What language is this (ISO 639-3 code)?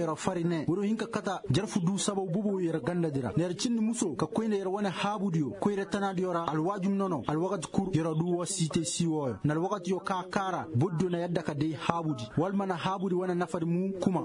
ses